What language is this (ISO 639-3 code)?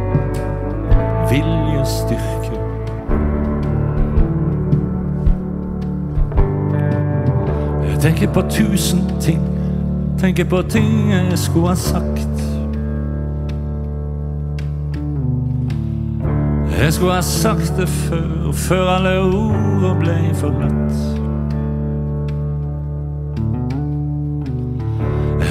nor